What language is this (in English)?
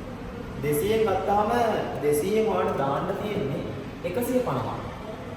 Sinhala